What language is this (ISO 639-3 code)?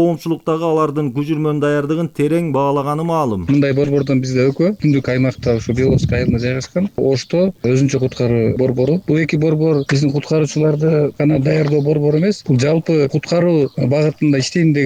kir